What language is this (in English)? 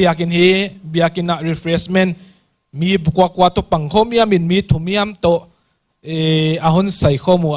Paite Chin